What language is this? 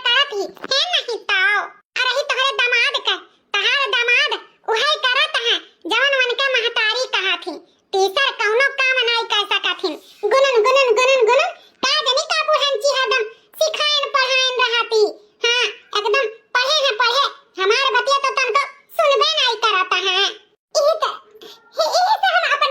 Awadhi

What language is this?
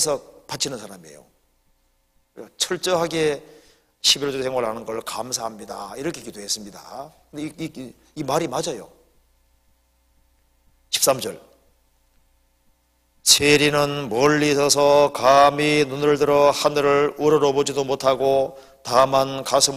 Korean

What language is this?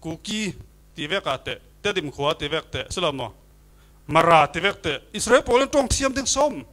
Falam Chin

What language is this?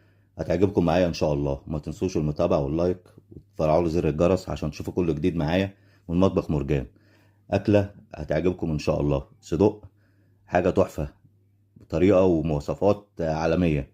Egyptian Arabic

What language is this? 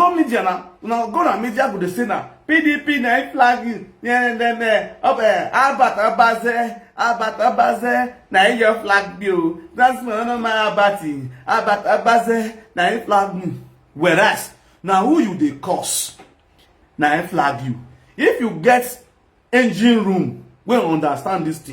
Nigerian Pidgin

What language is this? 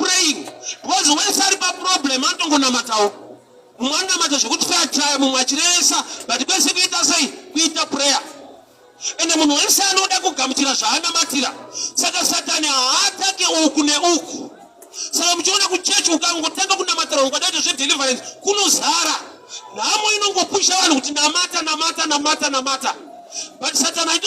Shona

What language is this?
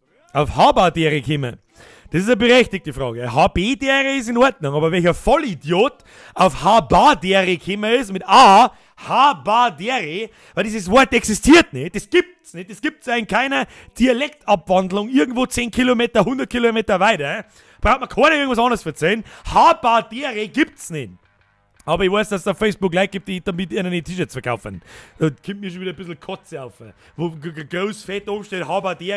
Bavarian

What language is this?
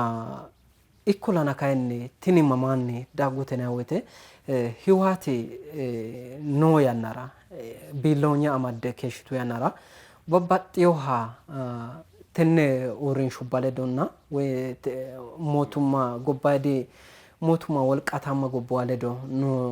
Sidamo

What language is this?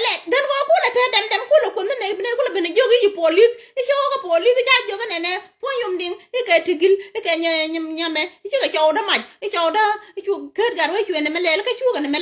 Nuer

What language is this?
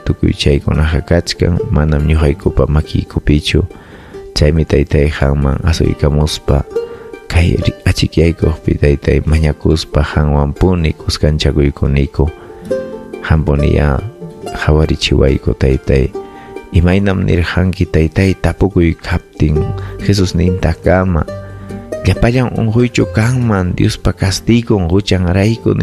Ayacucho Quechua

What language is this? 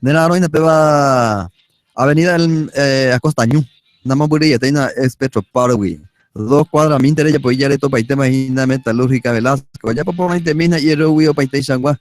Guarani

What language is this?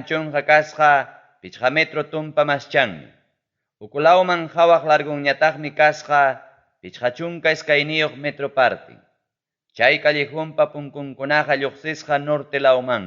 Ayacucho Quechua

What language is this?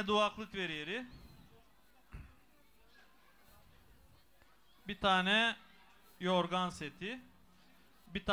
Turkish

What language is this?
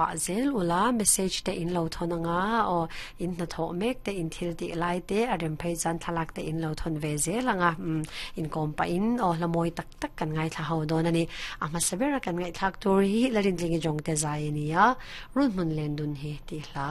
Mizo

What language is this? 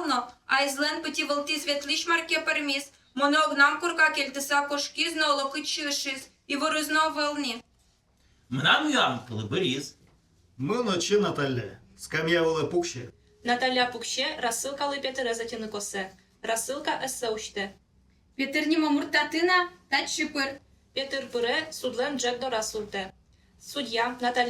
Udmurt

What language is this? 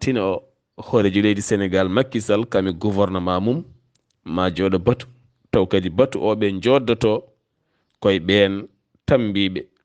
Fula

